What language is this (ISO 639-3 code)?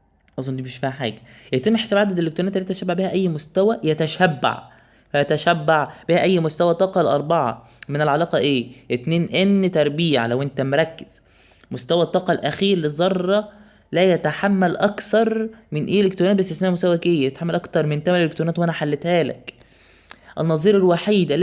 arz